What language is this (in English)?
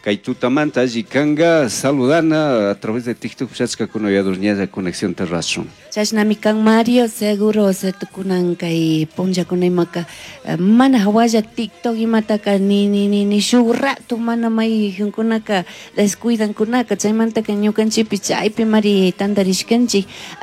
Chimborazo Highland Quichua